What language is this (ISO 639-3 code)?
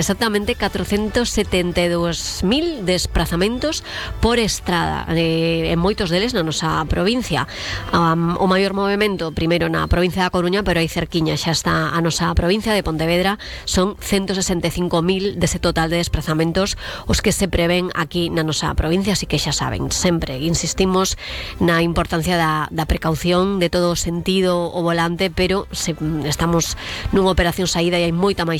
glg